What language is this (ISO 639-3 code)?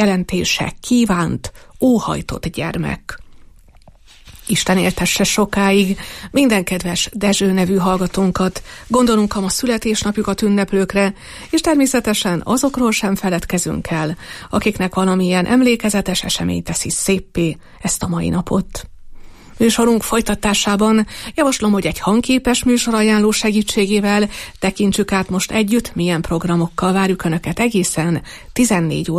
hun